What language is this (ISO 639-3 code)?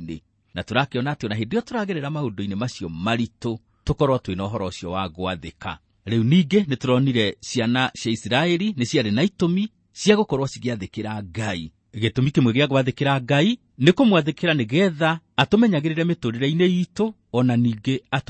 kik